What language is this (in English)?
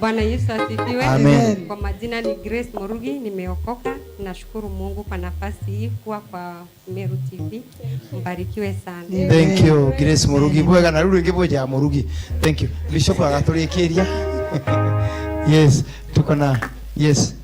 Meru